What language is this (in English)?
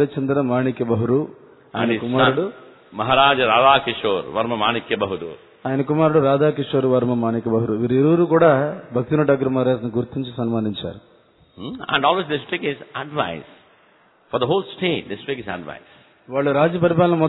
Telugu